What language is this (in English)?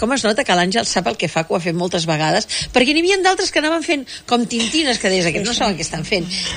Catalan